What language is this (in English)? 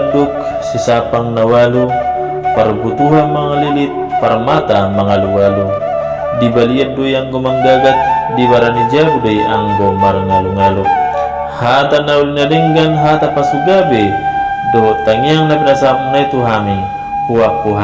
Batak Toba